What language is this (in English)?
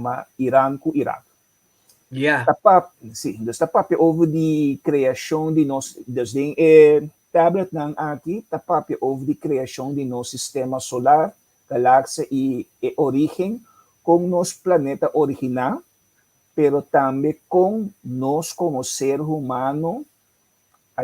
Papiamento